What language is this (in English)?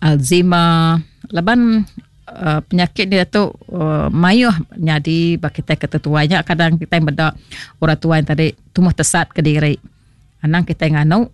Iban